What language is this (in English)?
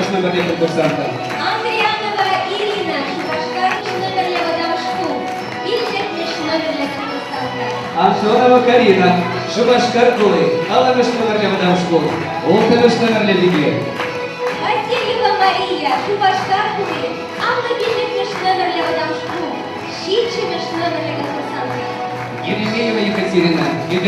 Chuvash